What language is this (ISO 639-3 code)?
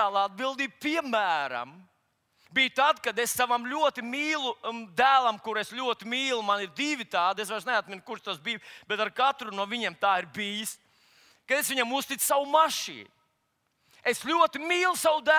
lav